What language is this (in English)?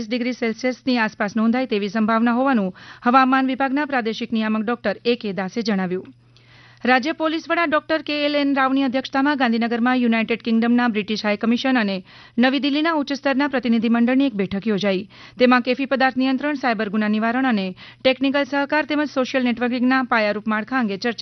Gujarati